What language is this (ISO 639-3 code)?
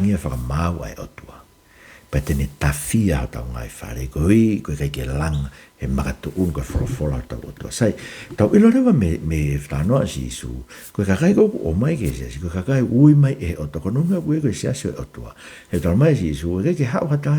ton